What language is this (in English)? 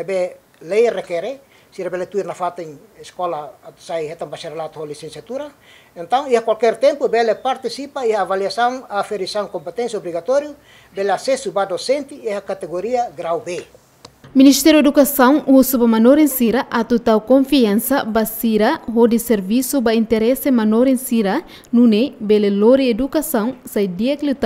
Tetum